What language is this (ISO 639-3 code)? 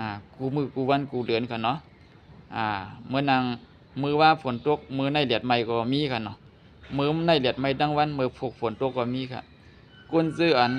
shn